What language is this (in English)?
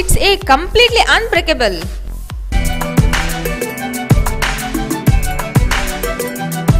Kannada